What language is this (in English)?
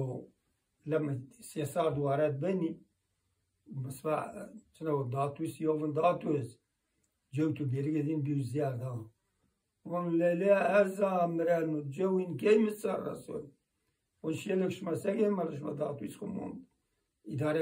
Zaza